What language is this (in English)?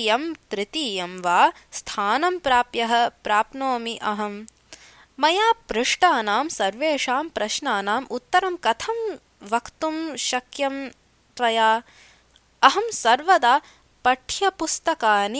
Sanskrit